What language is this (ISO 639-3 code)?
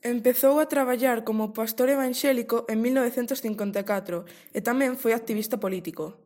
glg